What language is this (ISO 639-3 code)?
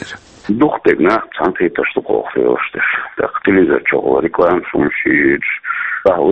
che